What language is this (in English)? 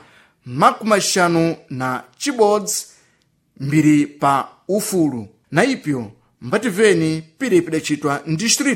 Sena